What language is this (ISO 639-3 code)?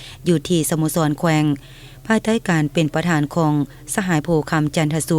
lao